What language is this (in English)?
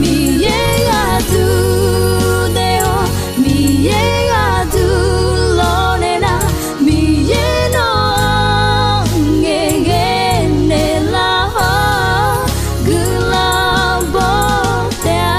Akha